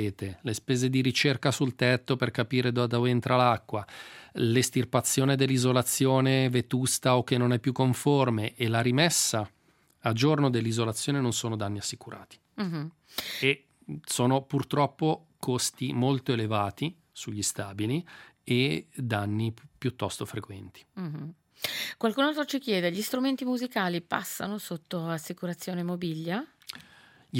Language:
Italian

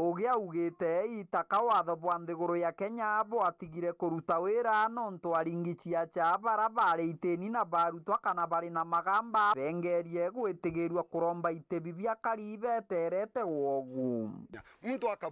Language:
Meru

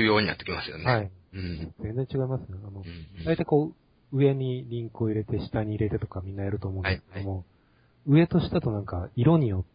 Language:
Japanese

